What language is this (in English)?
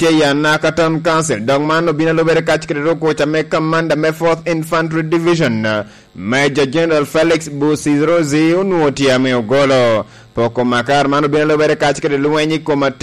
Lango (Uganda)